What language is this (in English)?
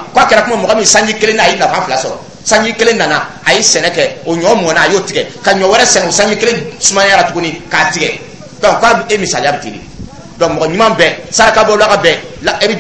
Dyula